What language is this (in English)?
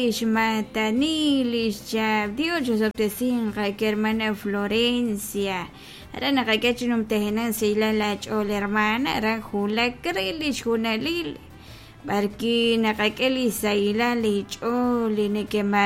Kekchí